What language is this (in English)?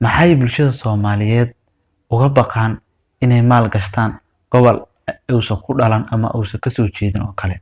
Somali